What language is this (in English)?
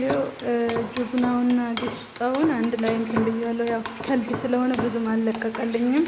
Amharic